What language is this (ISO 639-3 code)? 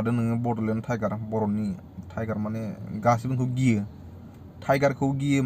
brx